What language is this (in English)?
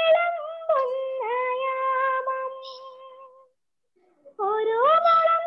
Malayalam